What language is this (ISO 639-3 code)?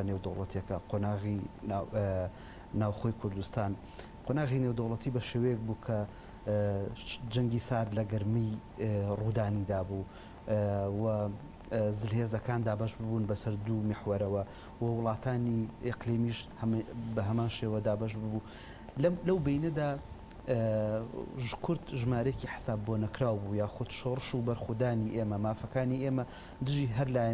ckb